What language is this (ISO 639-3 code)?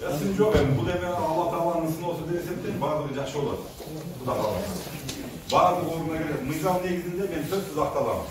kir